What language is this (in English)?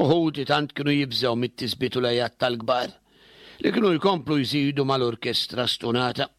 Maltese